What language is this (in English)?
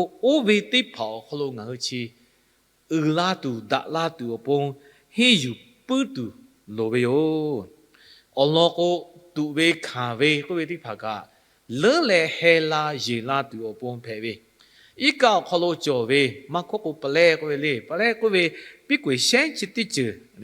Lahu